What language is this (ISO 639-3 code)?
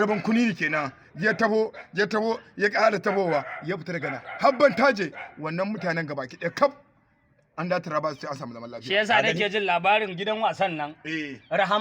hau